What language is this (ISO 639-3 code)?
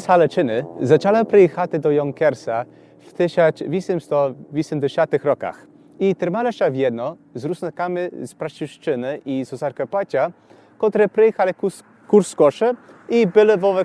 rue